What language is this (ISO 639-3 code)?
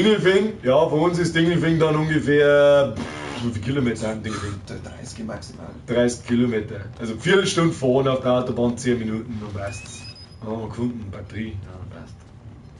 bar